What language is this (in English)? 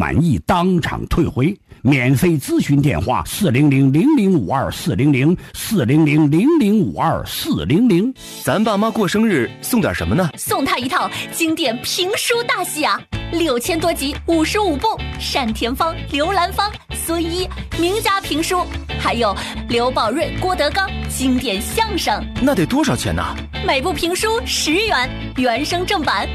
Chinese